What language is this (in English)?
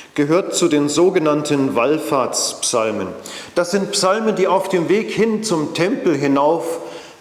Swiss German